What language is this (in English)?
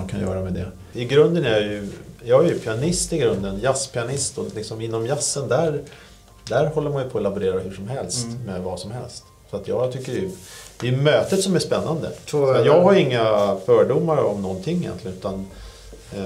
Swedish